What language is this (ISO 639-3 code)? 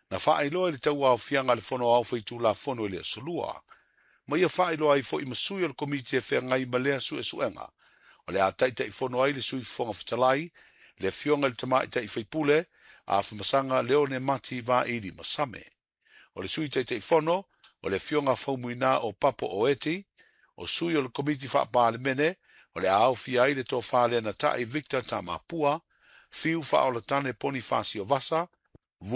smo